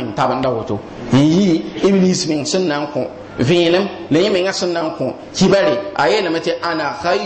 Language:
Mossi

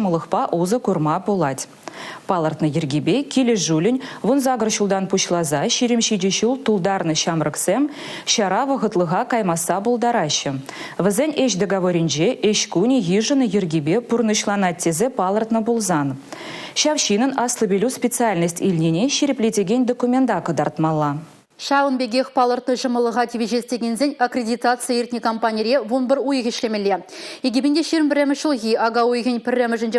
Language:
Chuvash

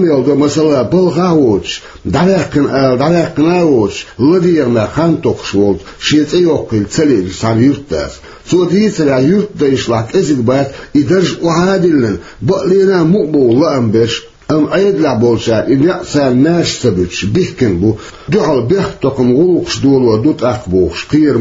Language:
Chechen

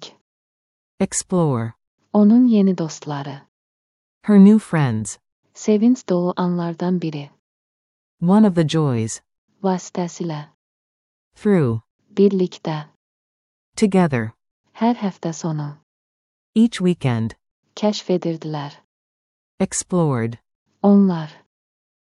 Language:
Azerbaijani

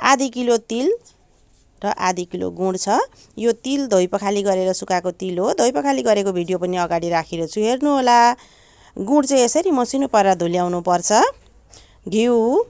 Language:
Nepali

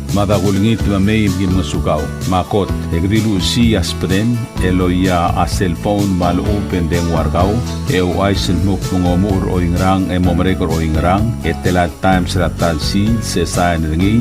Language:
Palauan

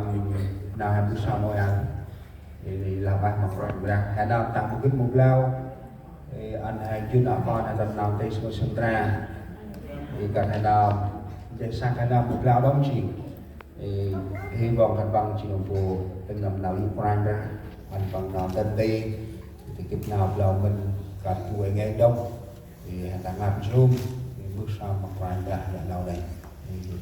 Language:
Central Mnong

